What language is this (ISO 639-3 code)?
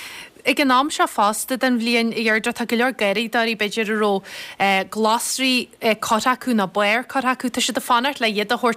gle